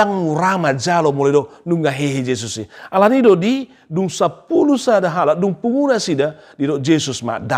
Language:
Batak Toba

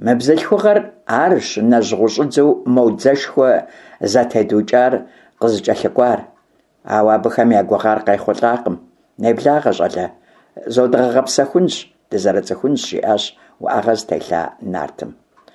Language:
Kabardian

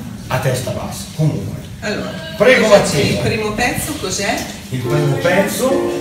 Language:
Italian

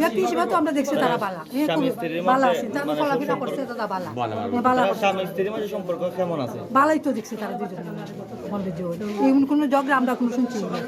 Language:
Sylheti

